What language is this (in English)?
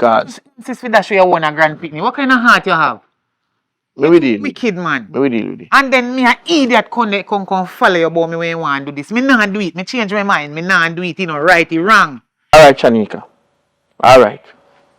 Jamaican Creole English